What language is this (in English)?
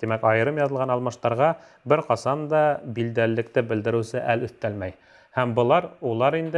Bashkir